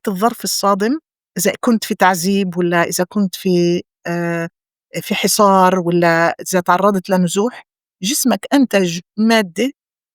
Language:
North Levantine Arabic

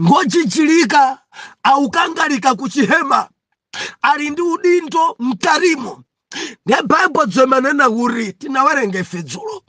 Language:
Nyanja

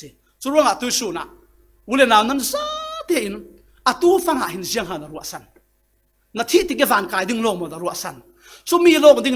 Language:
Falam Chin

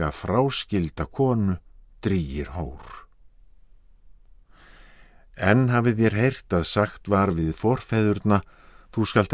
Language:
Icelandic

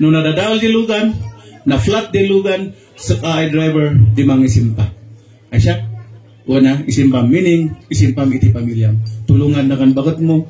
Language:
Kankanaey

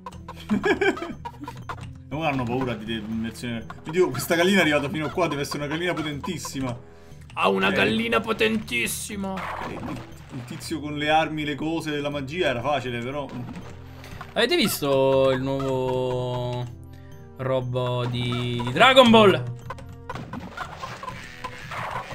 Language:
Italian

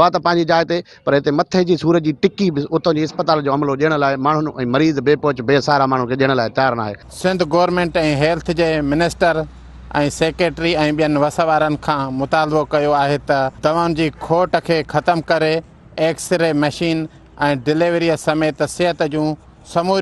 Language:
Sindhi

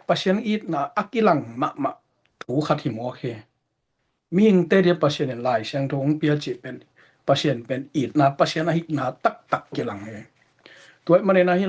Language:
Tedim Chin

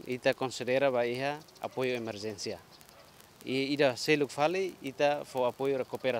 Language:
Tetum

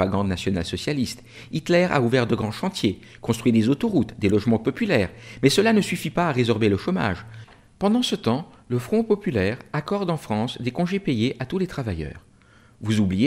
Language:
French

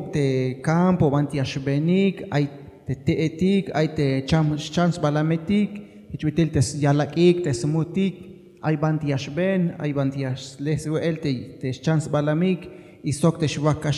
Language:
Tzeltal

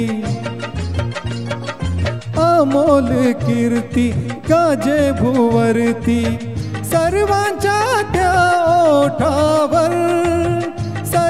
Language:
Marathi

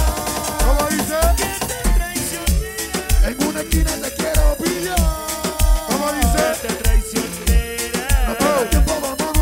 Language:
Spanish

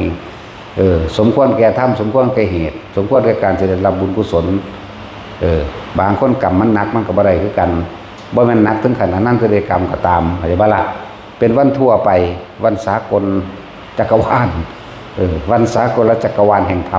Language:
Northeastern Thai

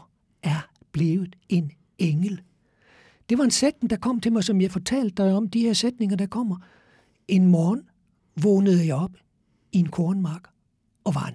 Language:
Danish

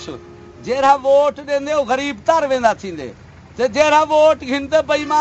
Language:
Saraiki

